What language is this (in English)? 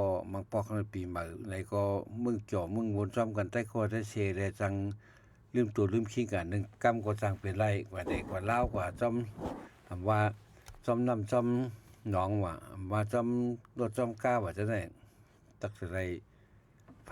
Shan